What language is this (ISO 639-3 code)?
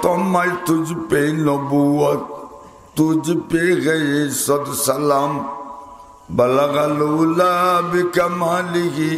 syl